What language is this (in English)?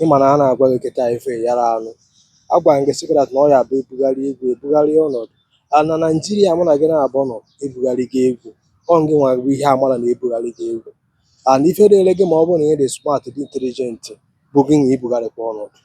Igbo